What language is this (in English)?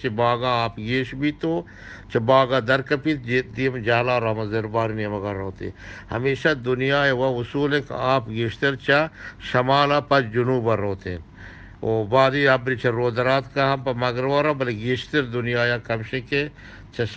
Eastern Balochi